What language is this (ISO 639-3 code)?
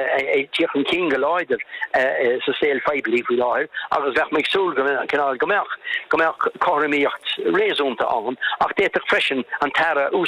gle